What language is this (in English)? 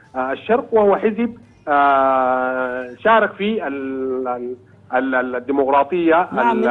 Arabic